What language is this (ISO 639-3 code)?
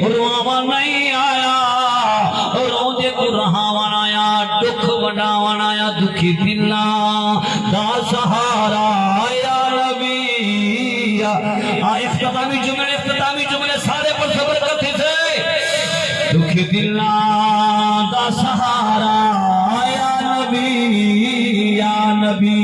skr